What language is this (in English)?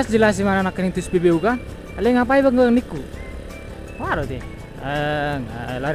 Batak Toba